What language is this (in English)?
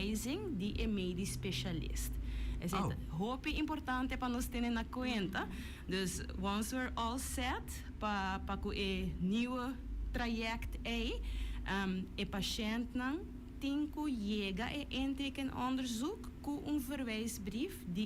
Papiamento